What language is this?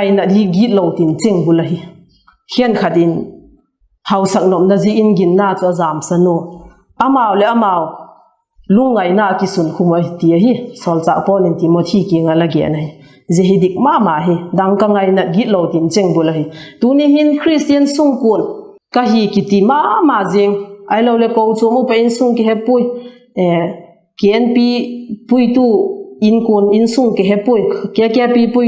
Vaiphei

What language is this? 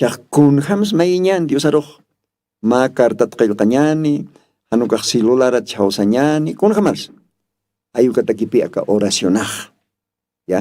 Aymara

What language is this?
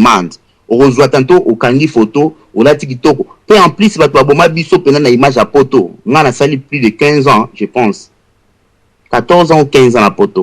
Lingala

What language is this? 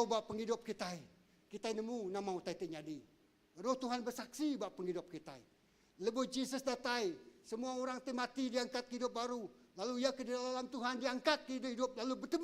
Iban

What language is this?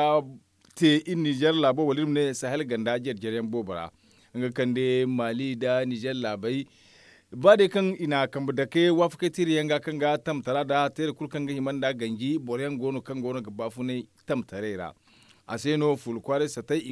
Zarma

